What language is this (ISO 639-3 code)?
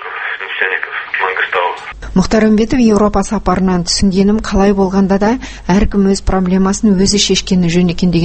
kaz